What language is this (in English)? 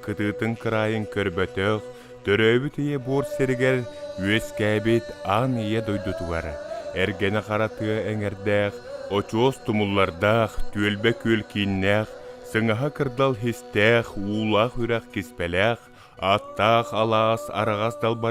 Yakut